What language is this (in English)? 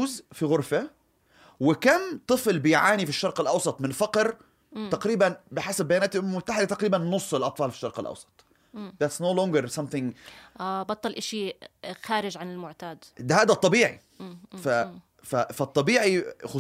North Levantine Arabic